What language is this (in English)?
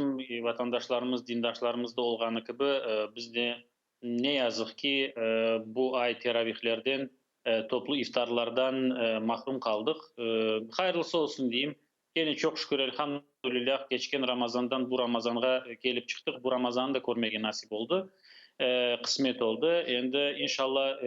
Crimean Tatar